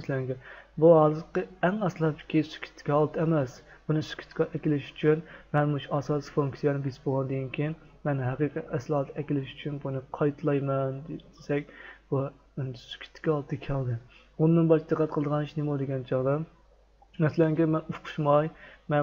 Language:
Uyghur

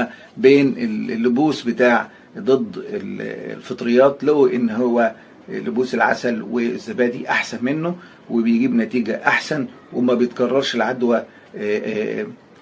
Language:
Egyptian Arabic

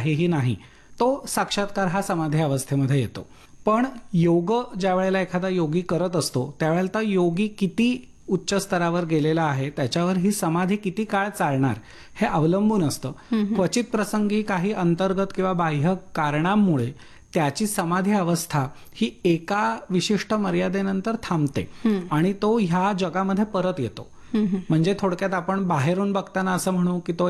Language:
Marathi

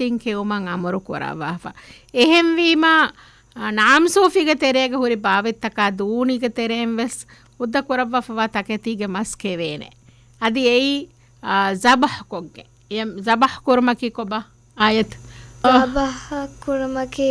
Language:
Divehi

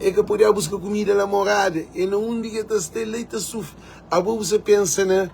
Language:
Kabuverdianu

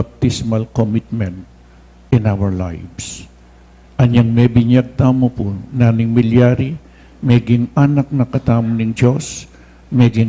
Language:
Pampanga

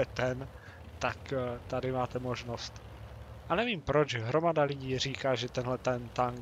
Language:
Czech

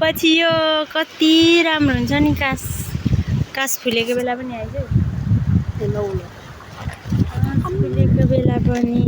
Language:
Nepali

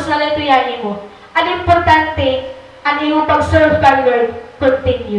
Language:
Waray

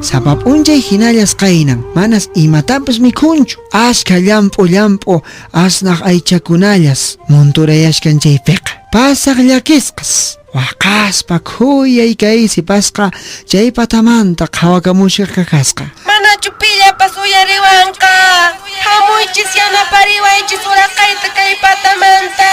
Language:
Quechua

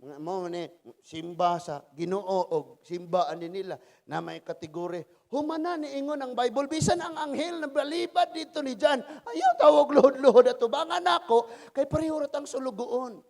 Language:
Cebuano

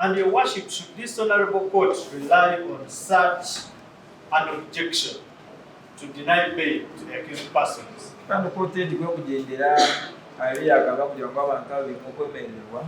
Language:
Nyankole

